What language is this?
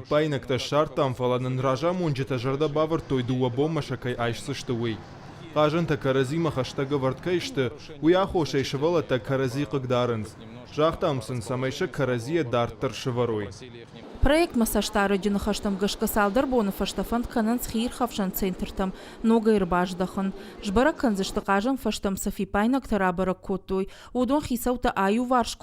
Ossetic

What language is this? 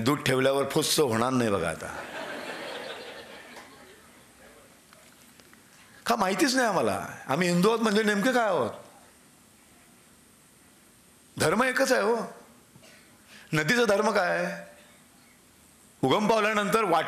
Marathi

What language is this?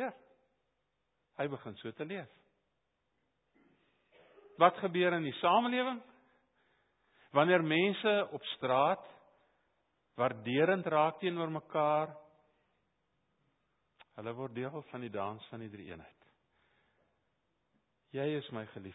Afrikaans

